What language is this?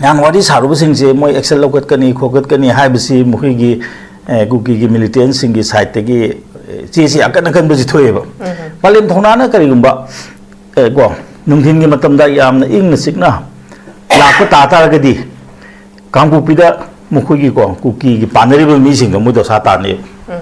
Manipuri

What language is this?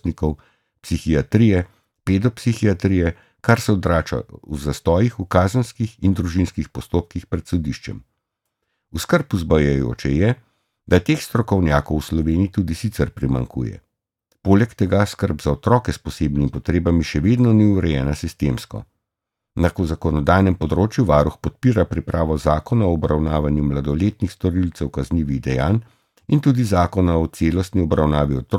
Slovenian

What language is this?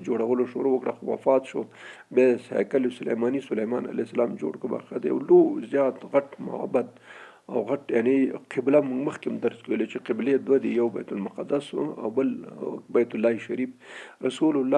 Pashto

